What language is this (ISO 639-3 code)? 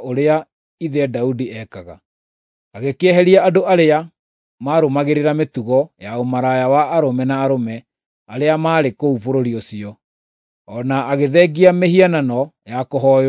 kik